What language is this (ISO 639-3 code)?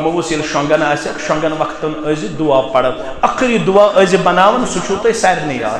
kas